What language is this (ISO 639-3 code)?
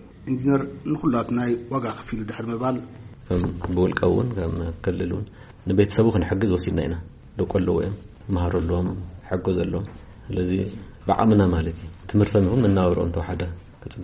tir